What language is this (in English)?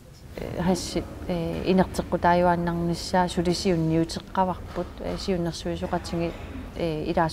Kalaallisut